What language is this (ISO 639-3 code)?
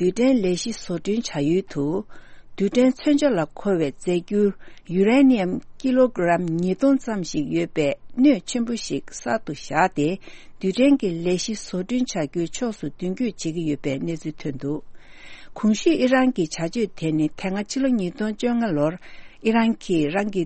bod